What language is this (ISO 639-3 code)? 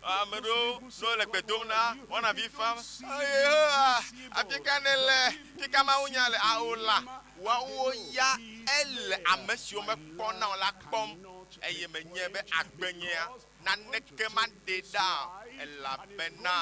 ewe